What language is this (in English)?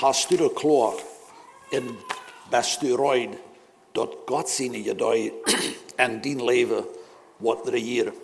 Plautdietsch